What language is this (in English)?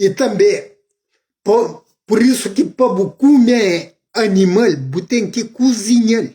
Kabuverdianu